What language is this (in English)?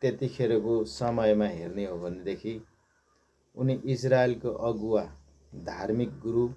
Nepali